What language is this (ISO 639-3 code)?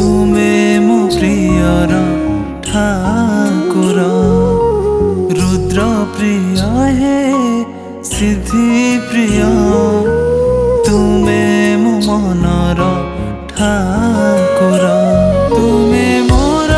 ori